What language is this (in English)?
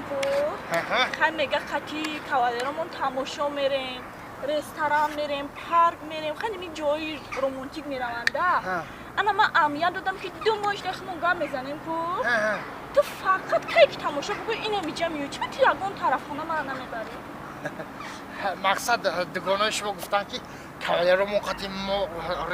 Tajik